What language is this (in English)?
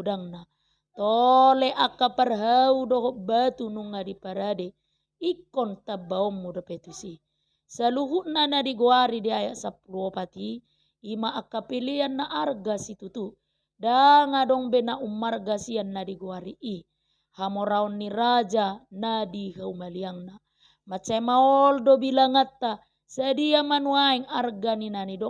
Batak Toba